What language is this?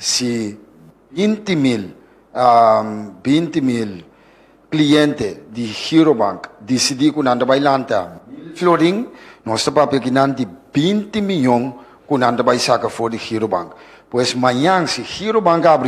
Papiamento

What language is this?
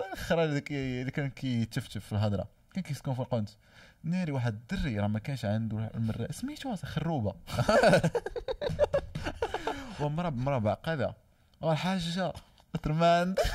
Moroccan Arabic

